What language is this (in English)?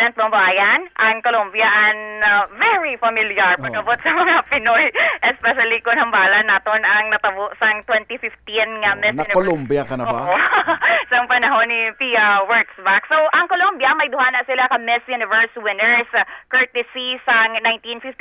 Hiligaynon